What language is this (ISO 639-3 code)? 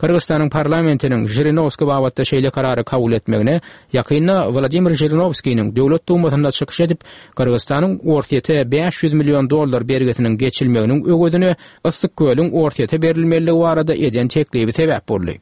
tuk